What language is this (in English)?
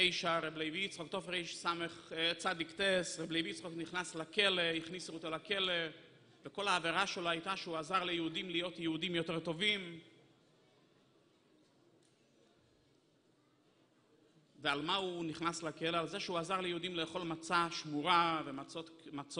Hebrew